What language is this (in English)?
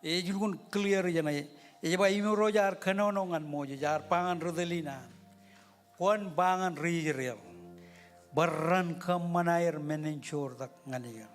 Marshallese